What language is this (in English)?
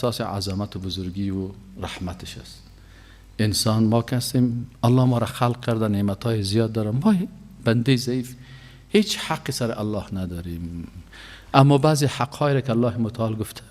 Persian